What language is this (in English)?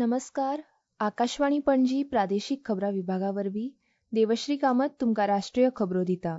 Konkani